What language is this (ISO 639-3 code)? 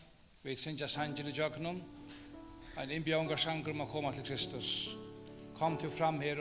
fao